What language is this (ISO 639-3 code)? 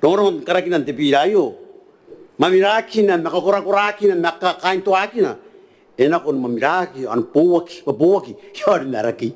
gil